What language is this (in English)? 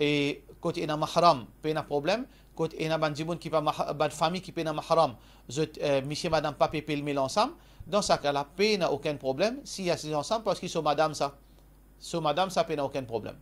Morisyen